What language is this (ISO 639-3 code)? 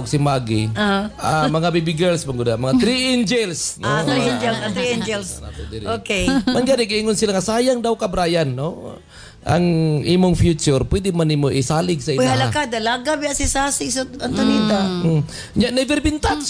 ceb